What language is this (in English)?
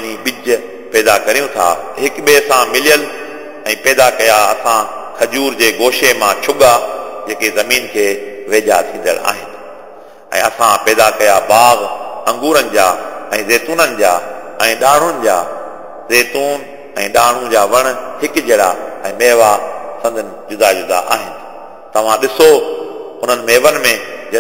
Sindhi